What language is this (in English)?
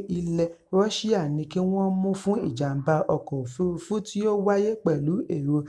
Yoruba